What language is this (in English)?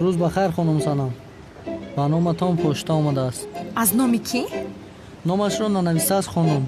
Tajik